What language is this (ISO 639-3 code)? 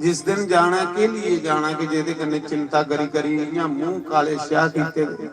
doi